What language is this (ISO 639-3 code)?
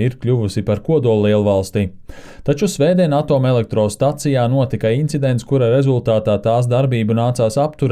lav